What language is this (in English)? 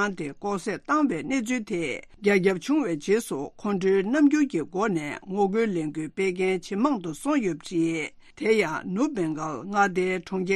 Tibetan